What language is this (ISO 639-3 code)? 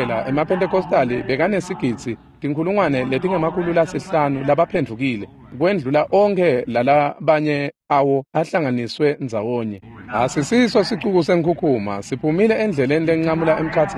ssw